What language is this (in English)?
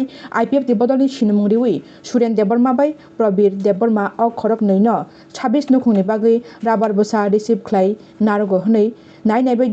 Kok Borok